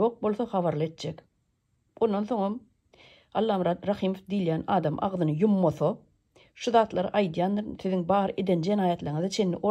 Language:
Turkmen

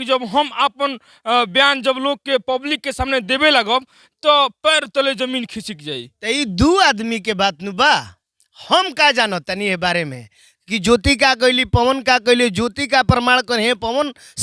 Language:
Bhojpuri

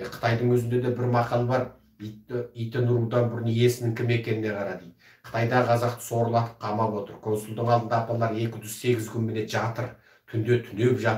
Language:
Kazakh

